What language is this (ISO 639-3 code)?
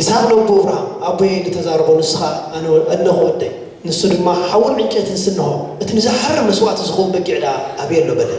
tir